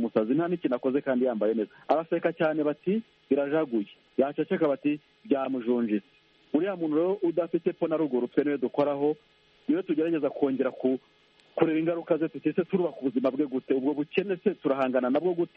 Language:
Kinyarwanda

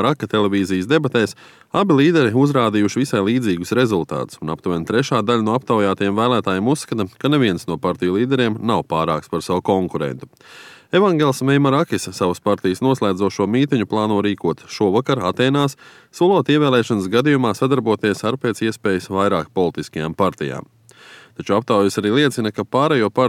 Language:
Latvian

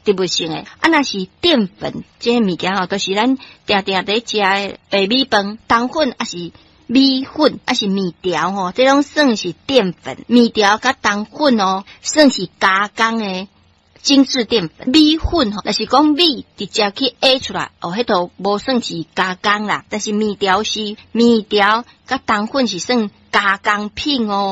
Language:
Min Nan Chinese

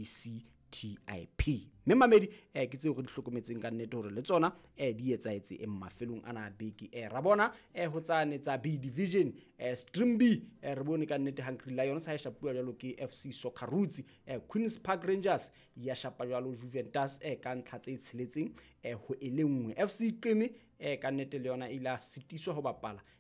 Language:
Southern Sotho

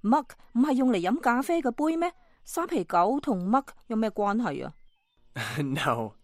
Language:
Cantonese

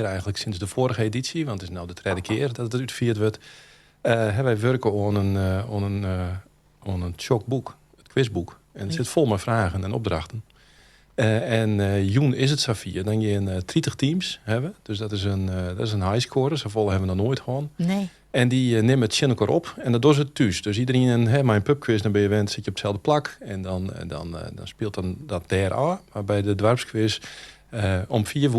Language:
Western Frisian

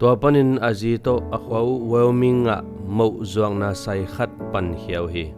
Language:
Tedim Chin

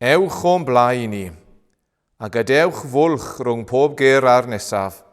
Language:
Welsh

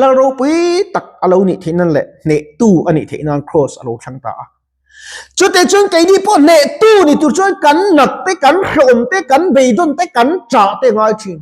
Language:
Mizo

